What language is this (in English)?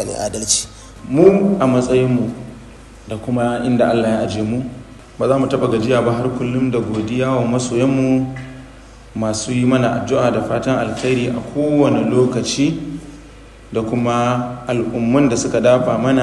Hausa